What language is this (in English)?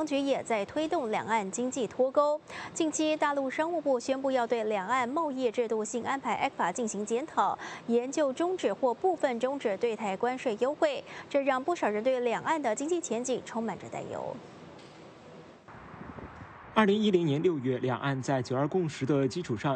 Chinese